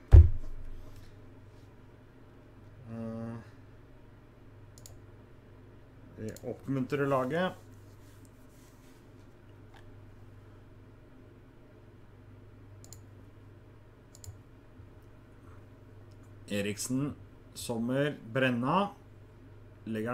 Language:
Norwegian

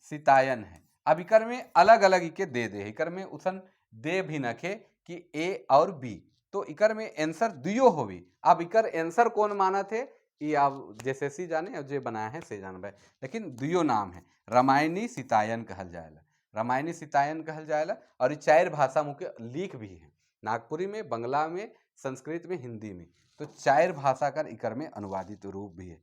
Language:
Sadri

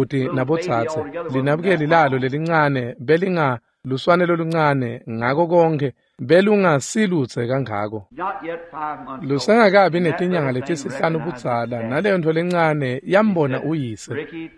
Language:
Swati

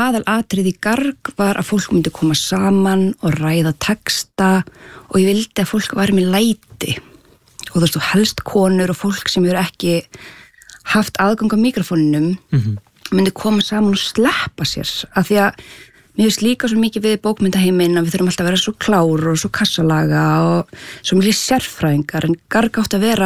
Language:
Icelandic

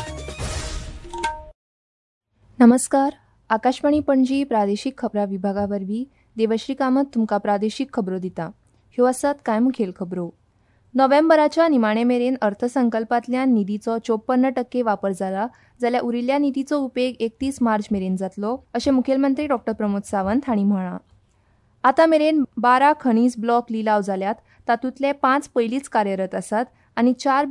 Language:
Konkani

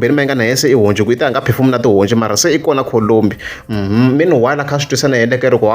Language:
Tsonga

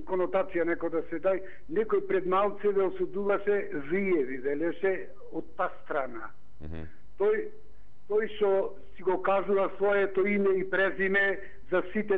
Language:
Macedonian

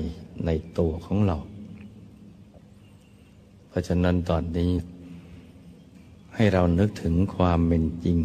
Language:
Thai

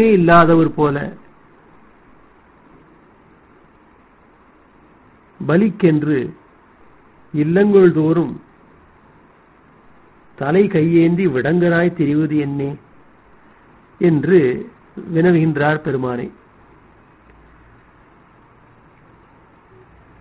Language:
Tamil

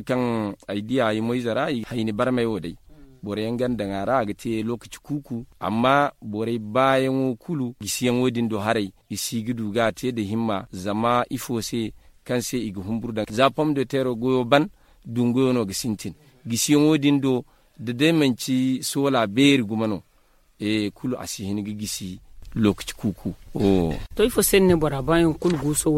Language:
Zarma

